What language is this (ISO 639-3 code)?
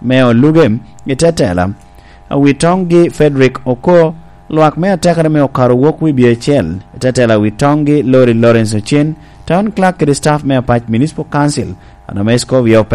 laj